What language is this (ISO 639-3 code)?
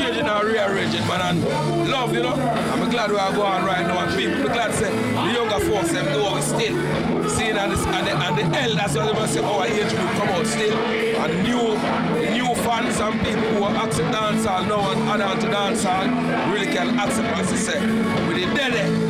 jam